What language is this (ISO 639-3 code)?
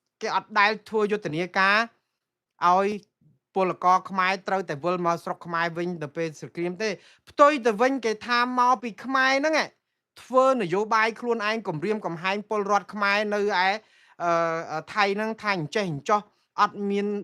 khm